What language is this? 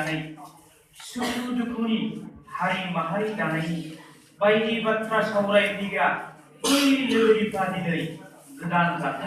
Bodo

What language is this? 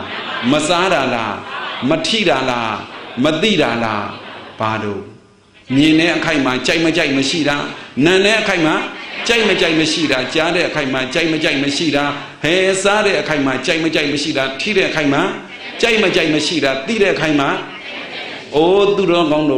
Burmese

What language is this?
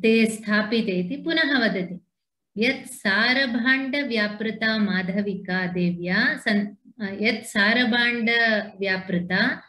Sanskrit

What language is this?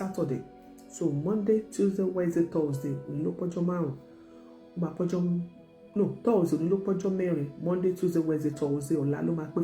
Yoruba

